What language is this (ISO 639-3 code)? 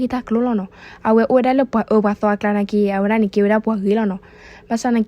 ksw